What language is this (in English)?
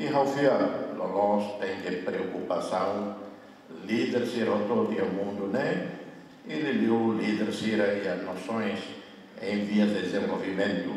Tetum